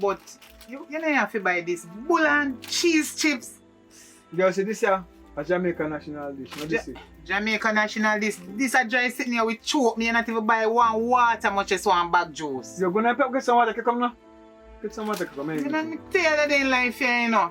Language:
Jamaican Creole English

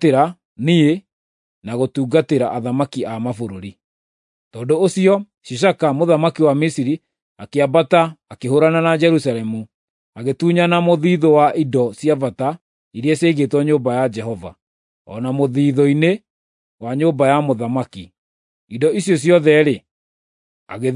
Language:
Kikuyu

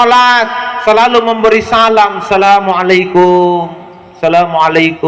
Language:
Makasar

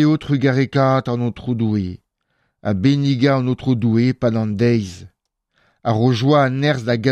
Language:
Breton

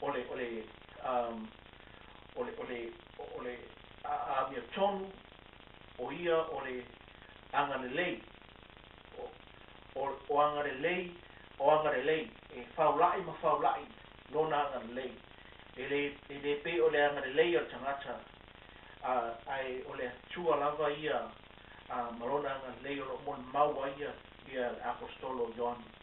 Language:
Samoan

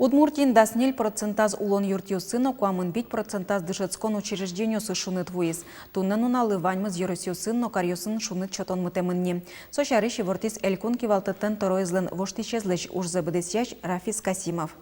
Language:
Udmurt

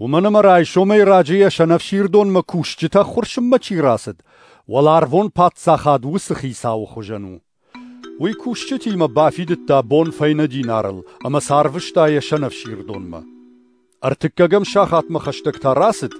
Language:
Ossetic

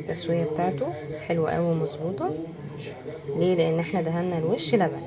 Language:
Egyptian Arabic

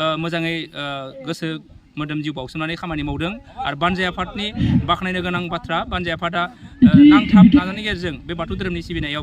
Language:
Bodo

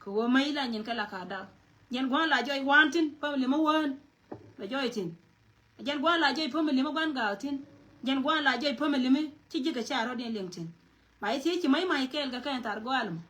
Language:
Nuer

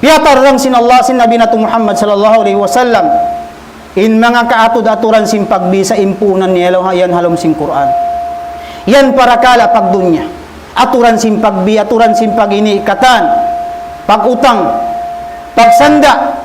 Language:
Tausug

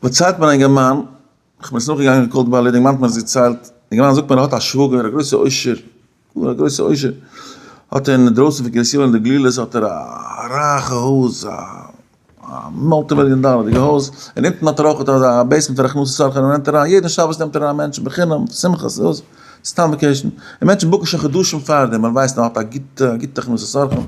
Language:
Yiddish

